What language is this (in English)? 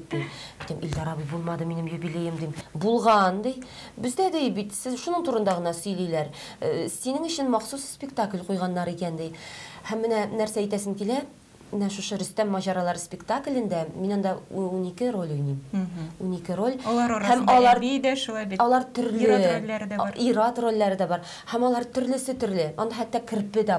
Tatar